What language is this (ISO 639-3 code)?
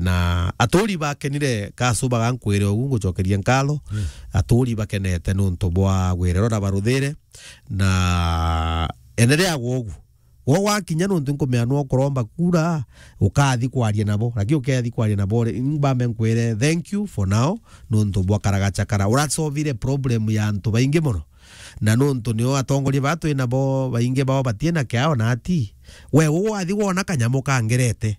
mer